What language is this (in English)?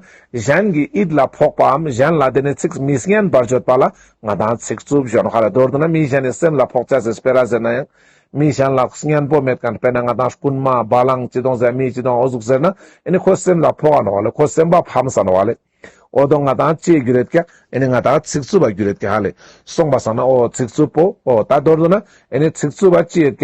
Ladakhi